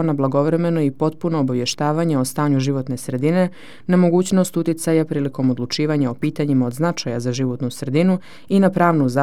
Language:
Serbian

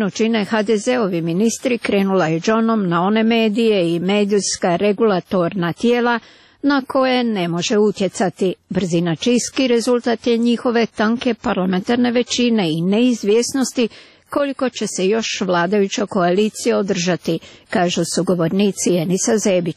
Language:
Croatian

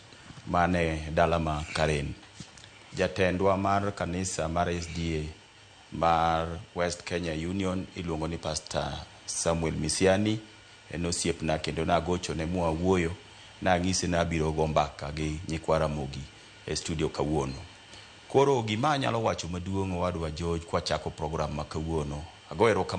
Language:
Luo (Kenya and Tanzania)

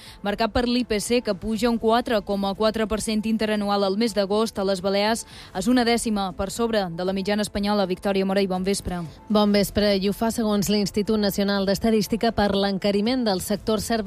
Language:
Catalan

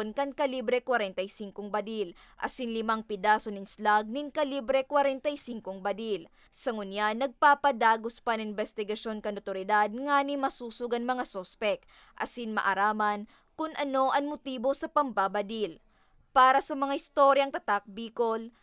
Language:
Bikol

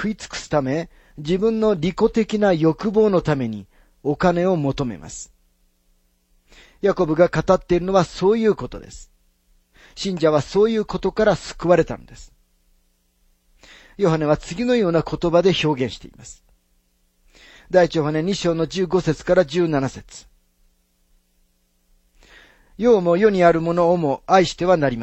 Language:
Japanese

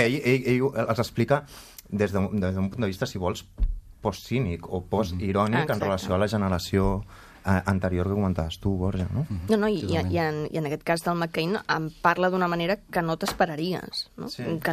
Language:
Catalan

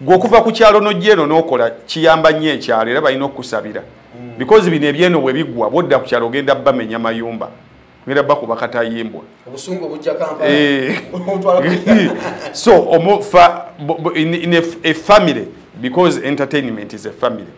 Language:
Ganda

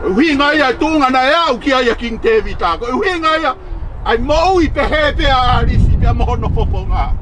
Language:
Tongan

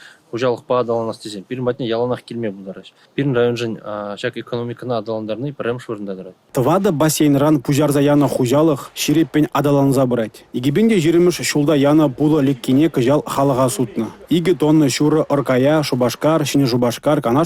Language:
Chuvash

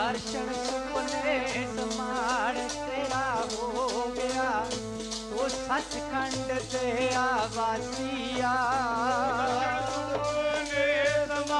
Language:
Punjabi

